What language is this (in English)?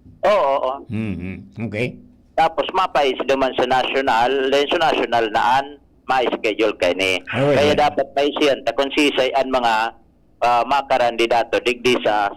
Bikol